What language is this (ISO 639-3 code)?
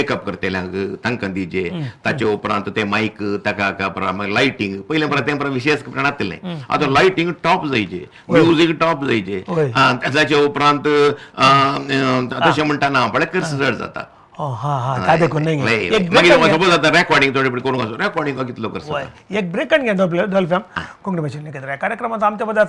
kok